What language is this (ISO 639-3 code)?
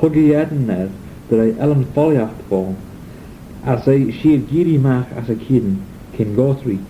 glv